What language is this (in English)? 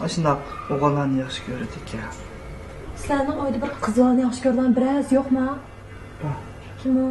Uyghur